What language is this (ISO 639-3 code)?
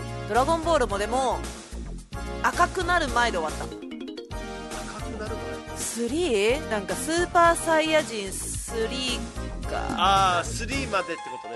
jpn